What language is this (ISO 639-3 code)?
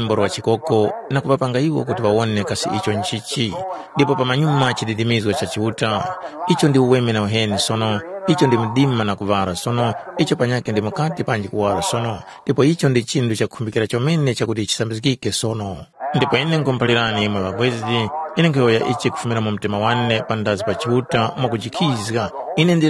tum